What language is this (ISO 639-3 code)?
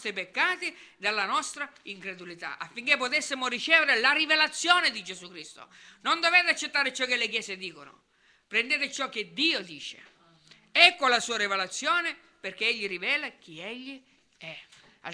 ita